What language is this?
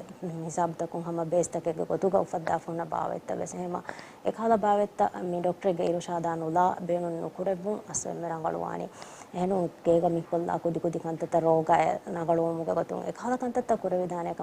Divehi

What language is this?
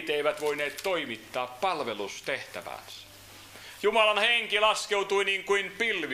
Finnish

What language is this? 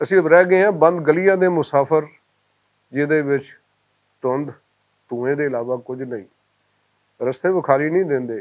Western Panjabi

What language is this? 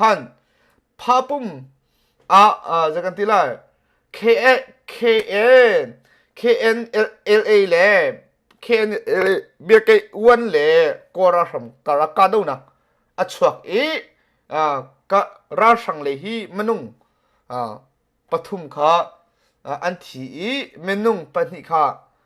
Hakha Chin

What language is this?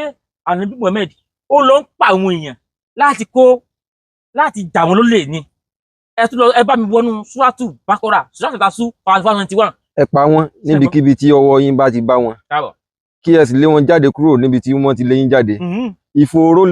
Yoruba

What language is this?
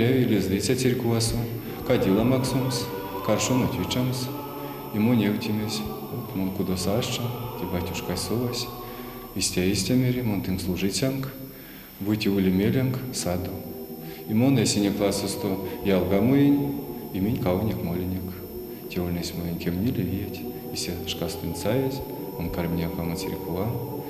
Erzya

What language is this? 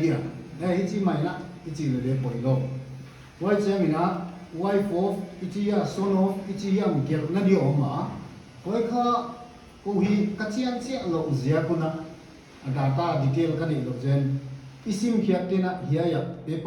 Paite Chin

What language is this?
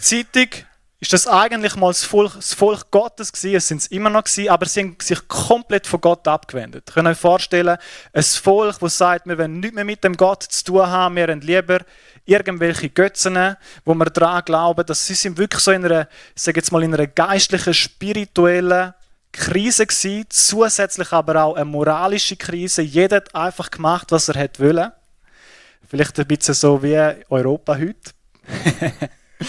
Swiss German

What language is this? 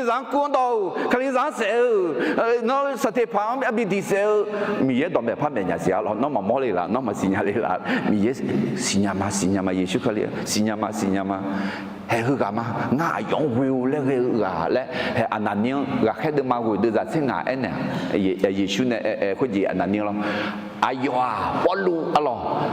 Akha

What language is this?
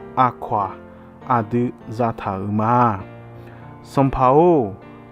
Akha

